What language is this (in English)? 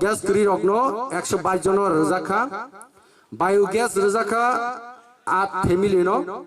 Kok Borok